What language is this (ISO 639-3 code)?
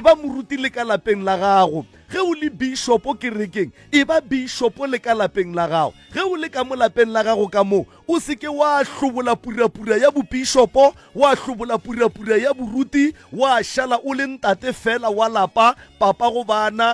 nso